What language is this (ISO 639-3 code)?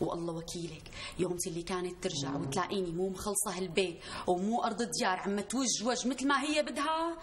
apc